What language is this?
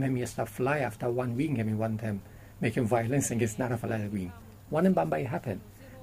Bislama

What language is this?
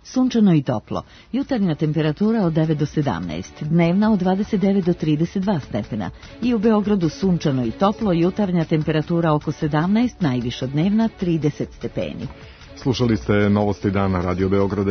Serbian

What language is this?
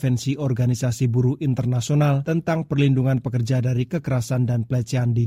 Indonesian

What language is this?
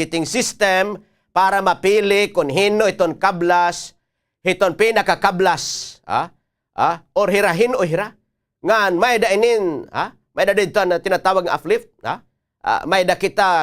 Waray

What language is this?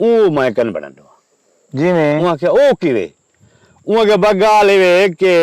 Saraiki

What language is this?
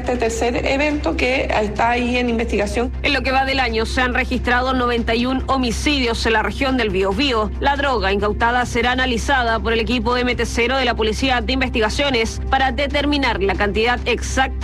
Spanish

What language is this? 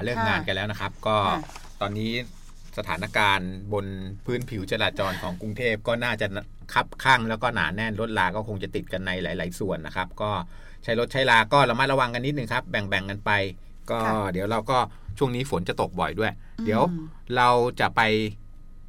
Thai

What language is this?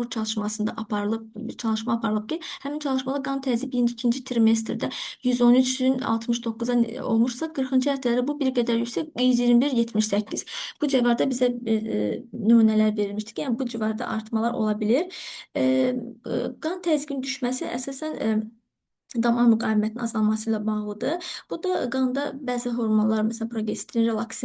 Azerbaijani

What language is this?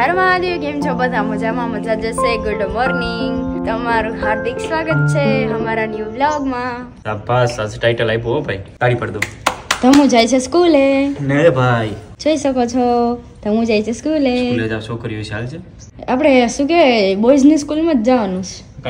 Gujarati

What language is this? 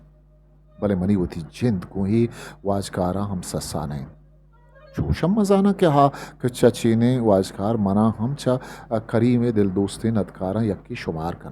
Eastern Balochi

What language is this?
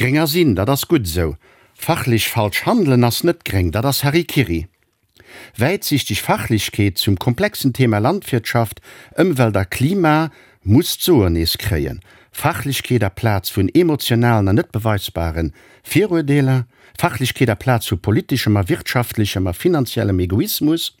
Luxembourgish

